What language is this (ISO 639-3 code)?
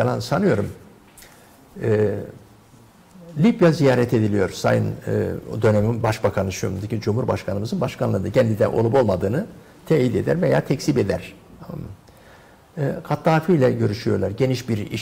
tur